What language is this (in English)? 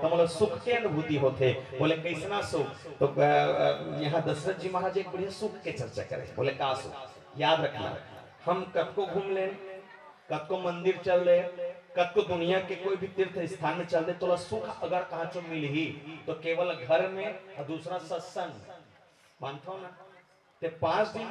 Chhattisgarhi